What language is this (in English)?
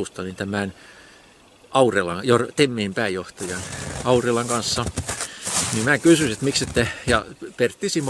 Finnish